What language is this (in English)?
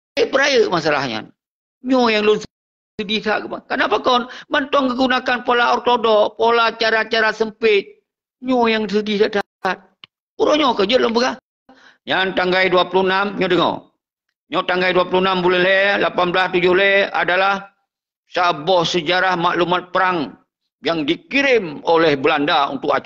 Achinese